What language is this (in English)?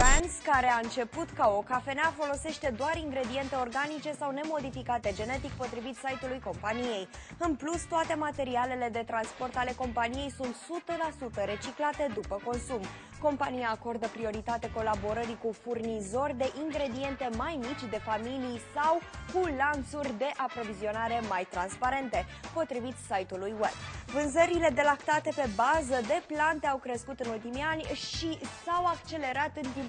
Romanian